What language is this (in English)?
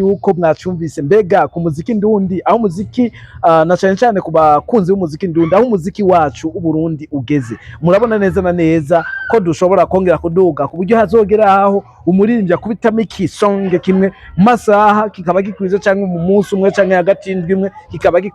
Rundi